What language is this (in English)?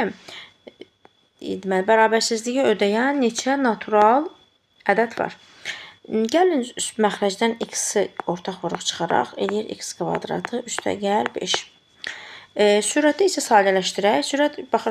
Azerbaijani